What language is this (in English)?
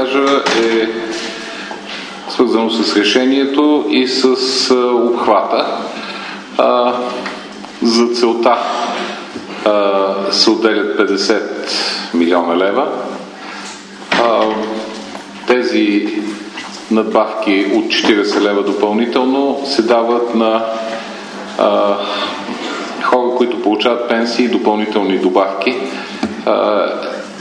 Bulgarian